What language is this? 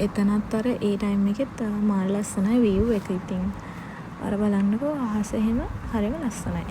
Sinhala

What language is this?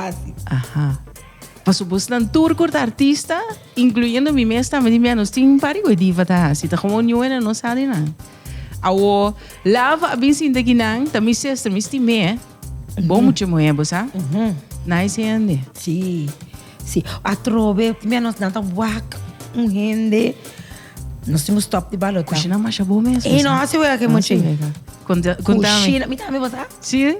Papiamento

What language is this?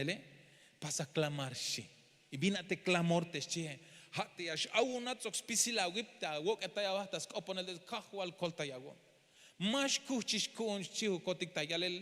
Tzeltal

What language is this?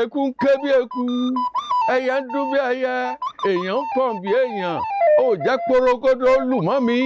Yoruba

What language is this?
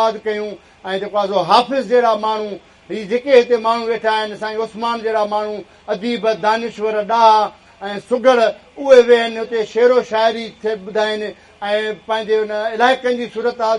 Sindhi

